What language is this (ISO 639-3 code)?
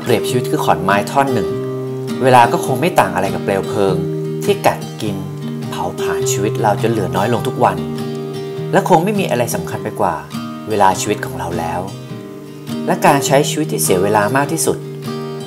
tha